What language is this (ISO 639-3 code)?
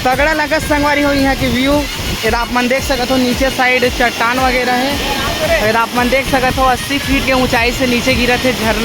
hne